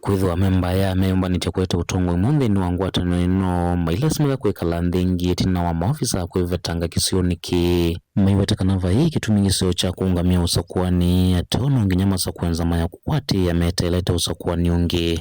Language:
Kamba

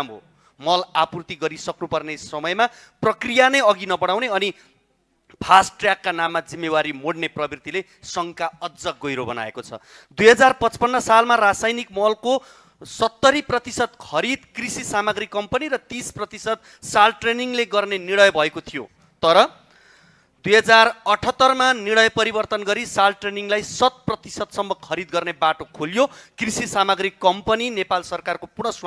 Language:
Nepali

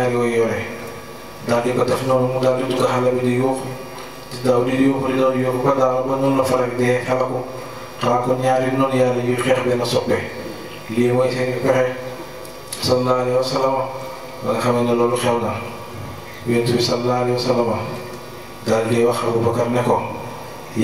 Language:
Wolof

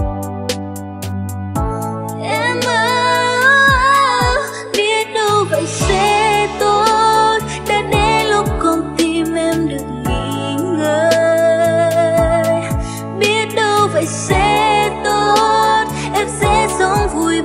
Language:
Vietnamese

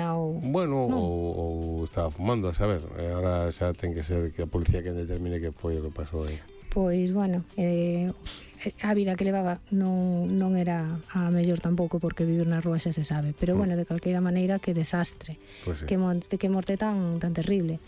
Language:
Galician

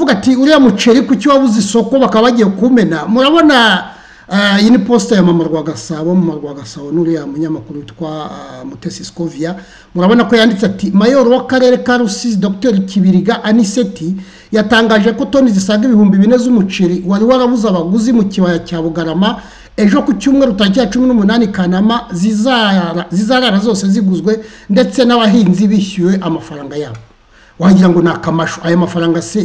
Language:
Kinyarwanda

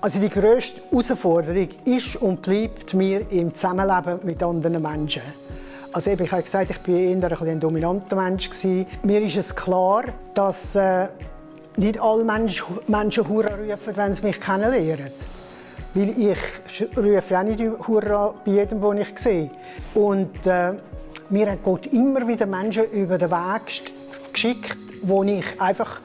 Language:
Swiss German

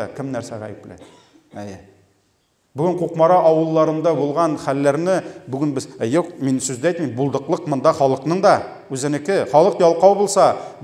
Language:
Tatar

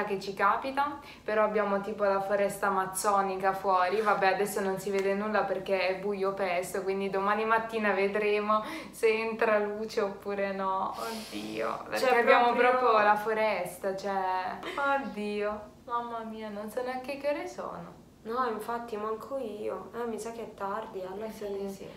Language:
Italian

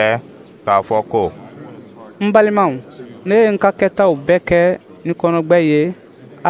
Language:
Dyula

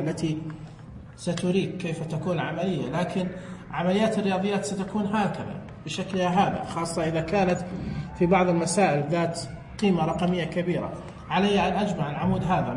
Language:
Najdi Arabic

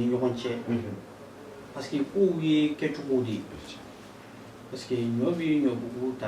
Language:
Bambara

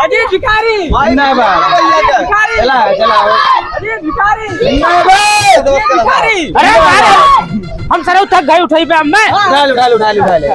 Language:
Awadhi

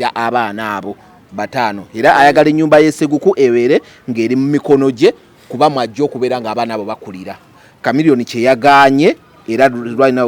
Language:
Ganda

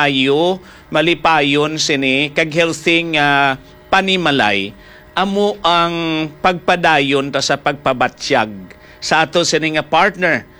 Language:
Hiligaynon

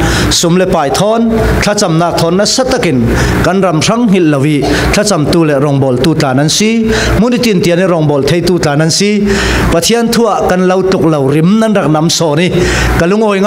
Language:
Falam Chin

